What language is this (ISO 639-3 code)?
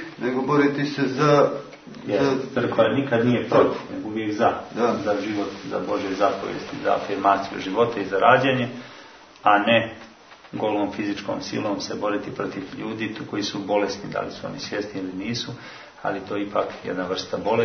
hrv